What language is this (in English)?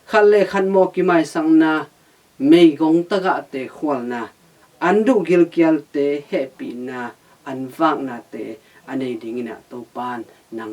Tedim Chin